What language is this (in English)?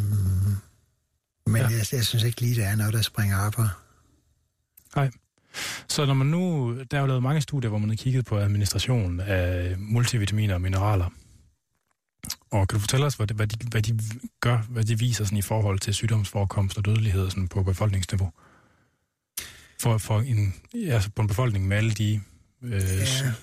Danish